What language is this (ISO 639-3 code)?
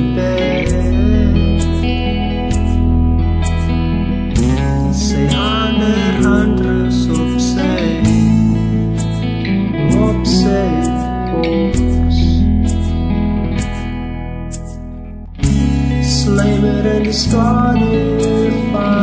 afr